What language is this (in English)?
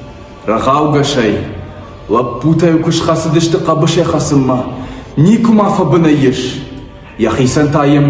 Ossetic